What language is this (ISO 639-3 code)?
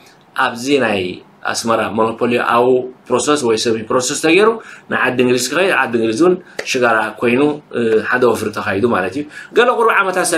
tir